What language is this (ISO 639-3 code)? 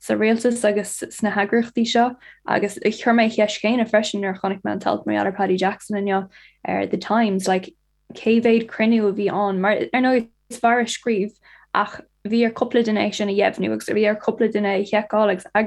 gle